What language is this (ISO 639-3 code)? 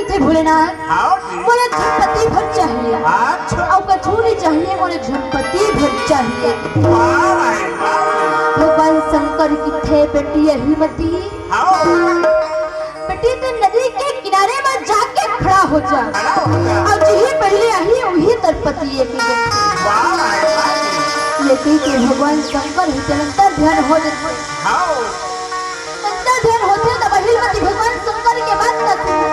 hne